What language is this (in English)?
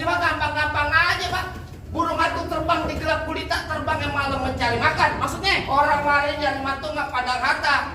Betawi